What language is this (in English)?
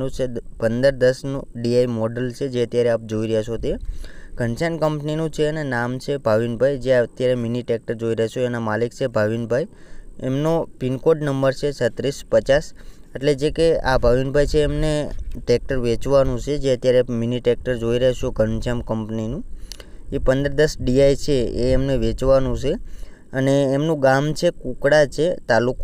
Gujarati